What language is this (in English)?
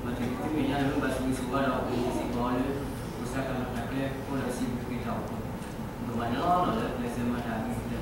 S'gaw Karen